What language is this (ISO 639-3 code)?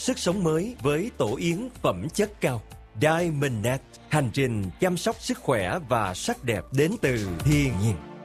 vie